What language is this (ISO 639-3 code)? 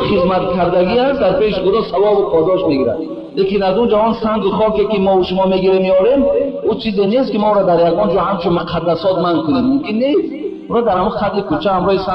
tgk